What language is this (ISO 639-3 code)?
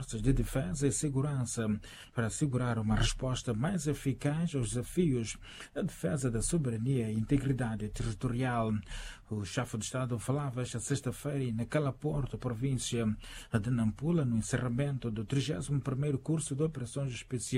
por